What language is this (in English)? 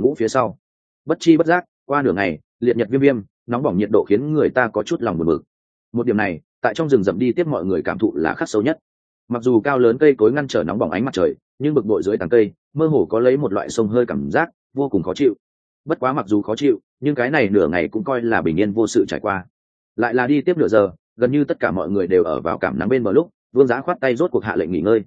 Vietnamese